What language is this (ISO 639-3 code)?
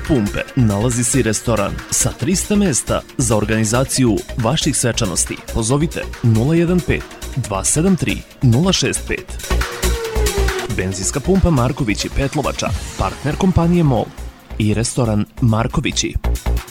srp